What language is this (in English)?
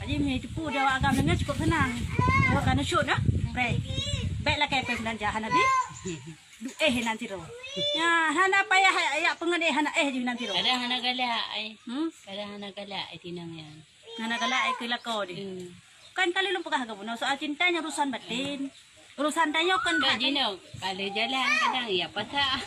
Achinese